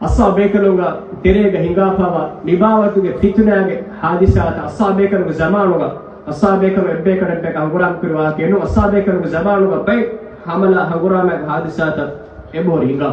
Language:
Divehi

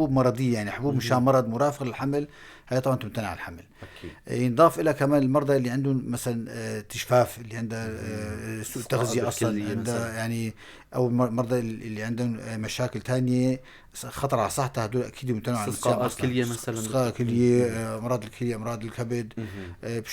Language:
North Levantine Arabic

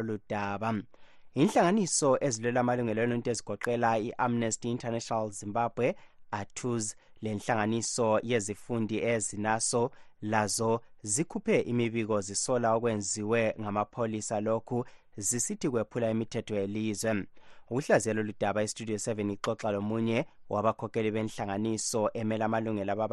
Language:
North Ndebele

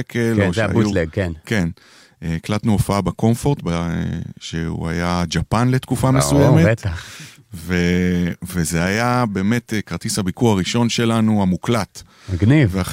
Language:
Hebrew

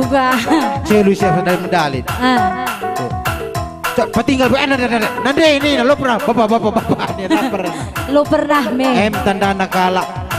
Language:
Batak Karo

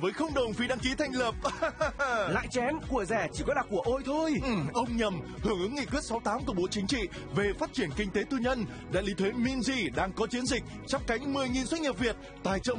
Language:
Vietnamese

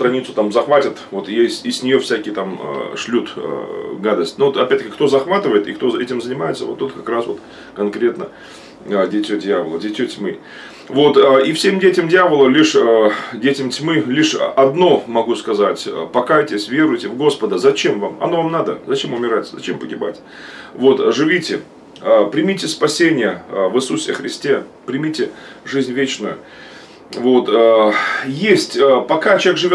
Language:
Russian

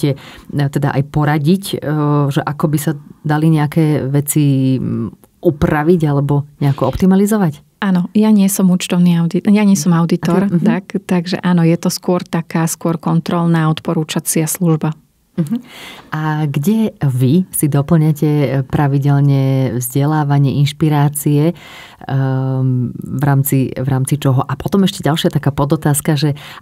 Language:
Slovak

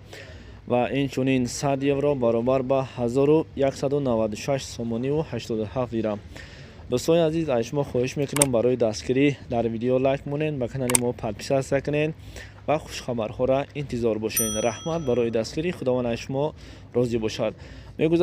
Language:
Tajik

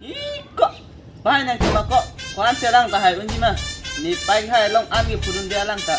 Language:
Karbi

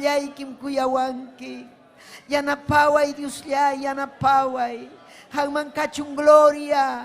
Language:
Ayacucho Quechua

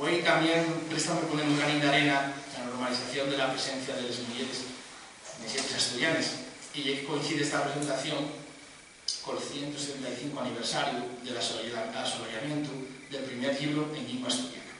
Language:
Asturian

